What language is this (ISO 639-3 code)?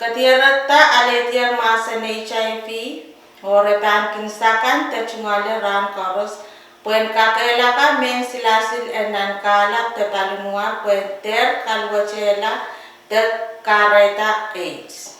pon